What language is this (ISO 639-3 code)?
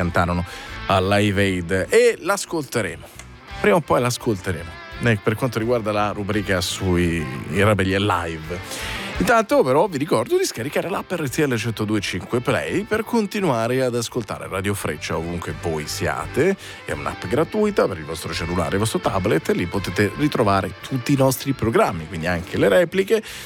ita